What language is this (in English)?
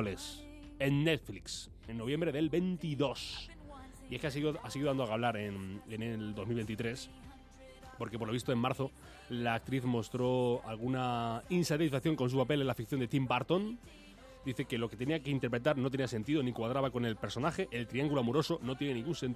Spanish